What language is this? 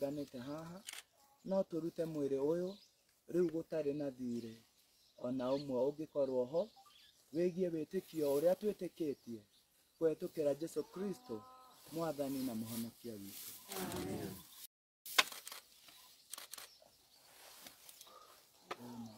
Kikuyu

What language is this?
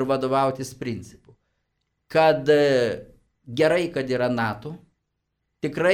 Lithuanian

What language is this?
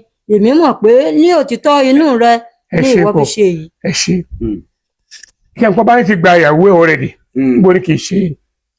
Yoruba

